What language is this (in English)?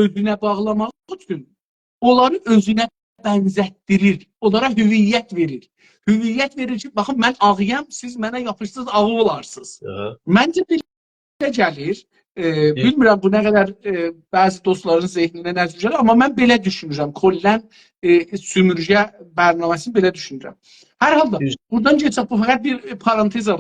South Azerbaijani